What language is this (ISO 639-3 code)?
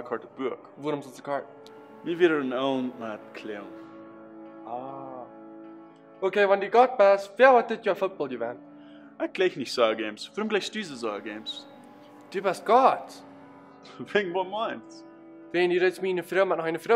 pdt